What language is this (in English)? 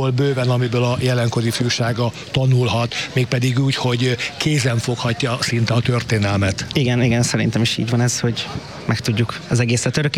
Hungarian